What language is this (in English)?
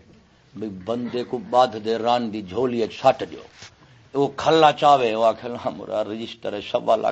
Saraiki